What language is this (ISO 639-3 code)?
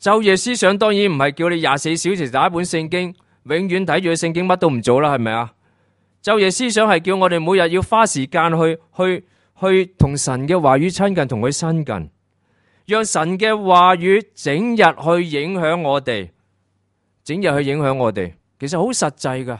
yue